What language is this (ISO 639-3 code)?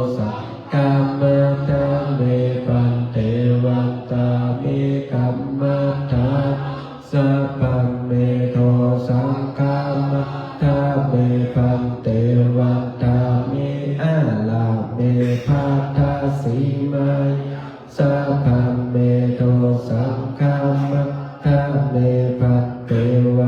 pli